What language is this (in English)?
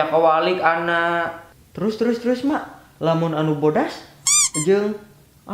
Sundanese